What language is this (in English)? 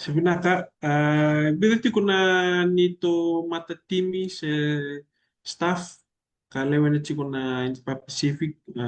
Fijian